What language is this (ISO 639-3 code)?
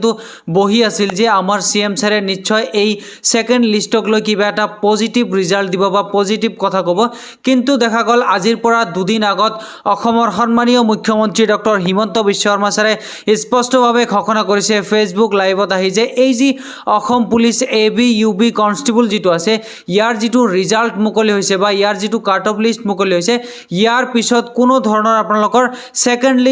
asm